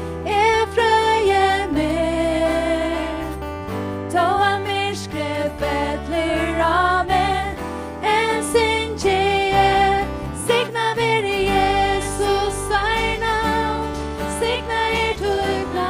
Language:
Faroese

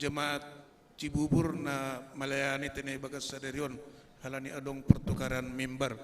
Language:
Batak Simalungun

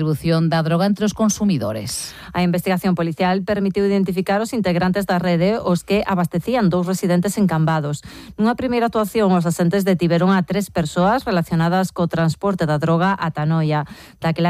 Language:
Galician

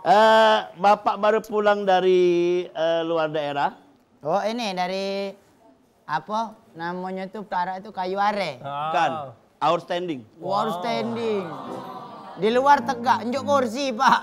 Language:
Musi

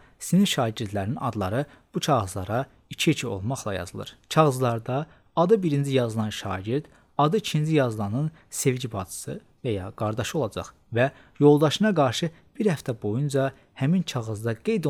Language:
Azerbaijani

